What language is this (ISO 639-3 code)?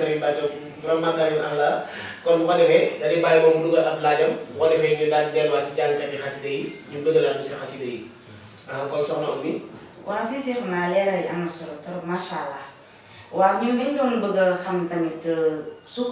wol